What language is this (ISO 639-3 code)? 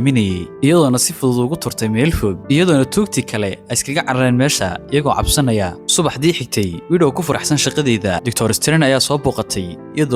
som